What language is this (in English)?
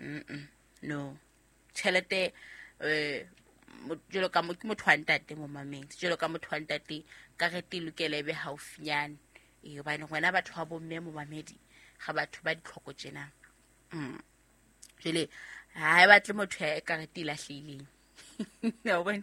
Southern Sotho